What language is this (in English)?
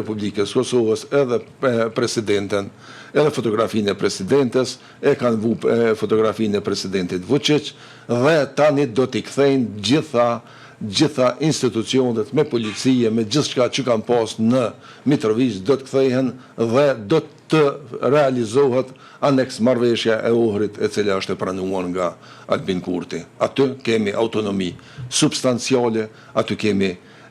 Albanian